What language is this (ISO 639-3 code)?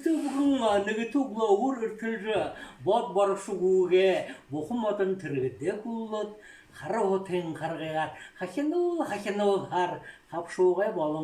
bua